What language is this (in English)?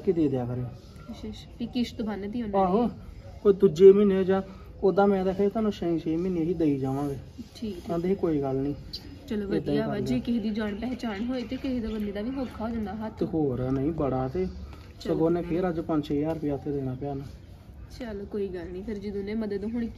Punjabi